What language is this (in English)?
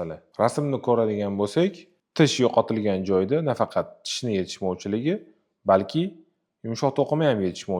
Uzbek